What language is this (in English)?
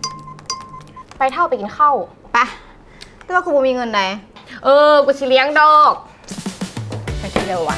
Lao